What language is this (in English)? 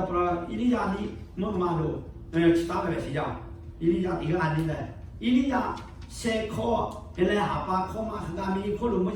Lahu